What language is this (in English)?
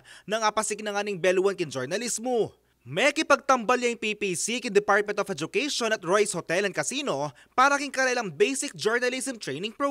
Pampanga